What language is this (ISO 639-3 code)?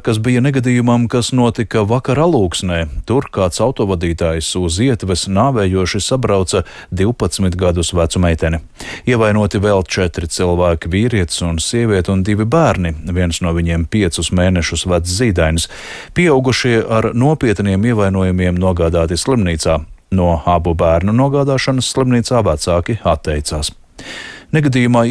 lav